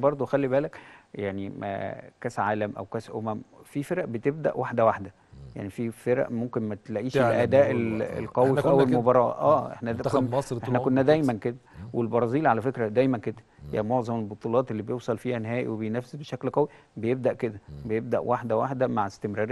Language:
Egyptian Arabic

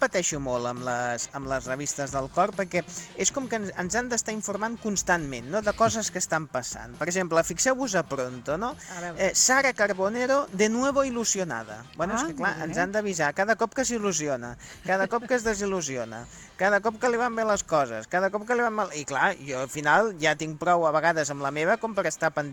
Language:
Catalan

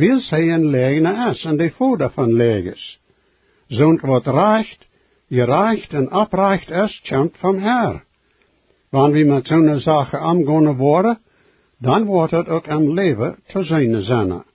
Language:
Plautdietsch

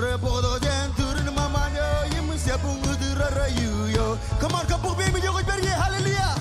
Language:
Marshallese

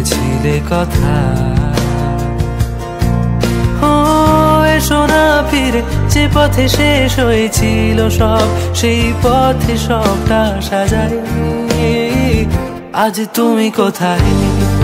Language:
Bangla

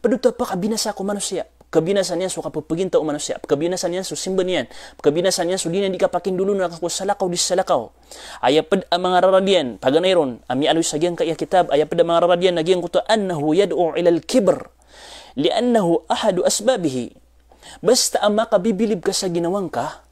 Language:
Maranao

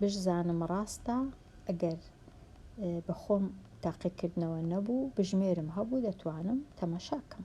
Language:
Central Kurdish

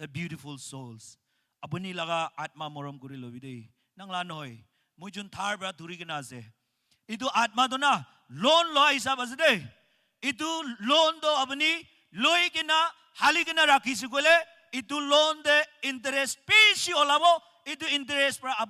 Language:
Naga Pidgin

